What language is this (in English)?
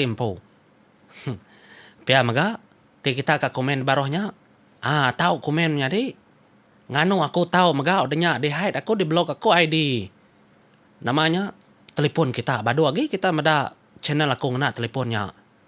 Iban